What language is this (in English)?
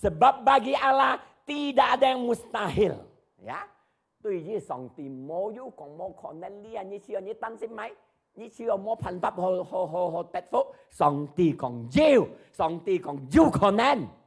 Hakka Chinese